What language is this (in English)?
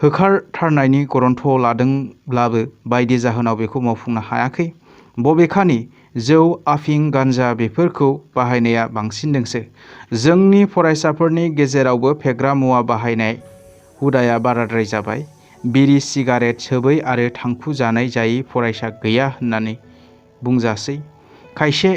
Bodo